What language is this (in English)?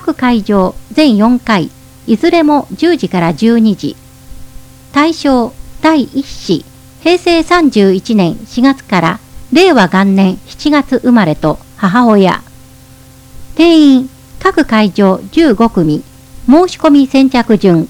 Japanese